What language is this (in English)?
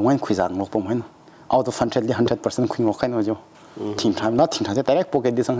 Tangkhul Naga (India)